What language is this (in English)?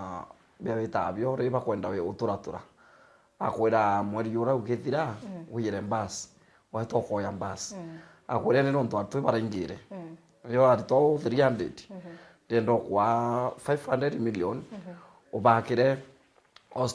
Meru